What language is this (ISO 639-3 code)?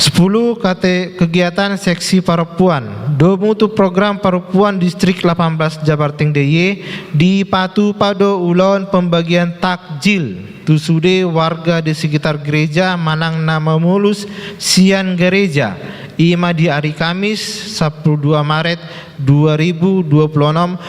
bbc